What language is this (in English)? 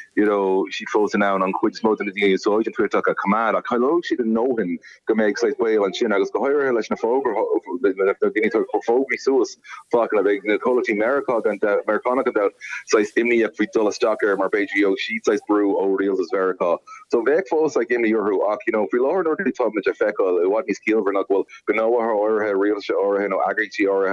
Irish